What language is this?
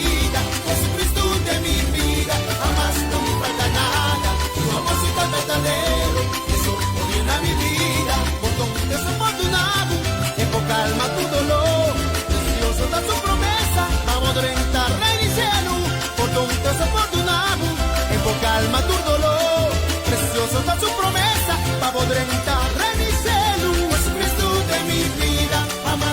Papiamento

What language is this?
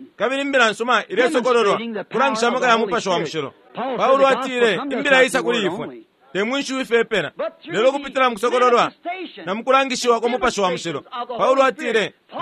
Bemba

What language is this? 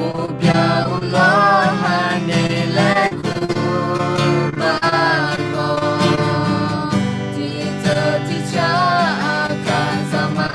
Akha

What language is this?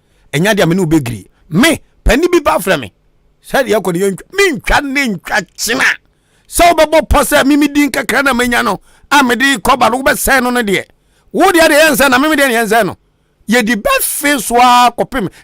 Akan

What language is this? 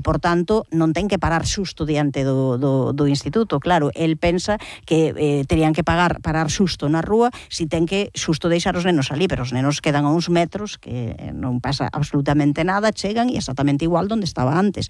Galician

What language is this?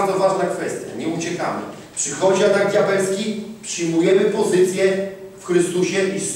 Polish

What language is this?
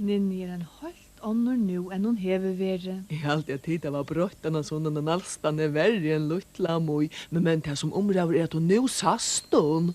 Faroese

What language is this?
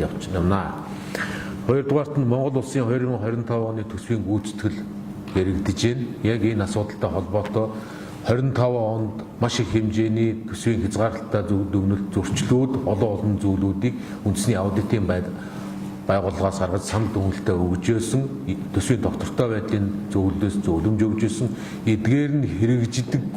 Mongolian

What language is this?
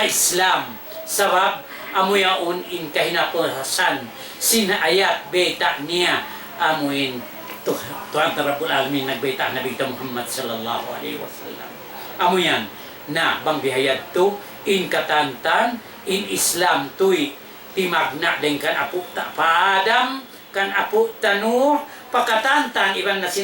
Tausug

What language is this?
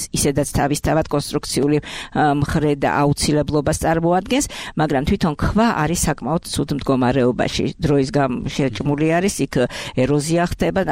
Georgian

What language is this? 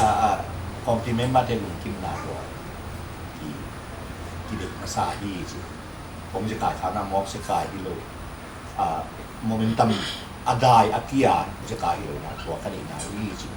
Tedim Chin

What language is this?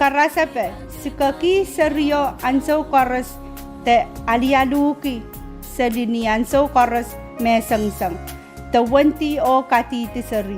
Pohnpeian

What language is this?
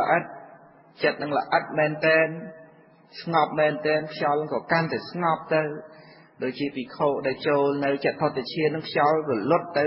Khmer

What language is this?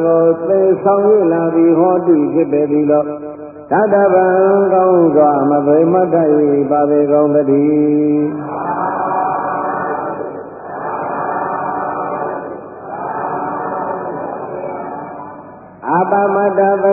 Burmese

